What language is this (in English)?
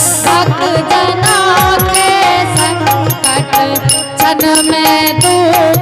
Angika